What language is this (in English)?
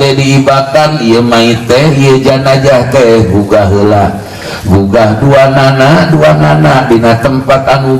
Sundanese